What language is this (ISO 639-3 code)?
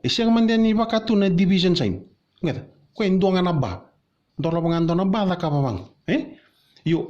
fij